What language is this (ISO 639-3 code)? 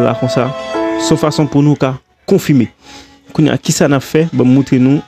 hat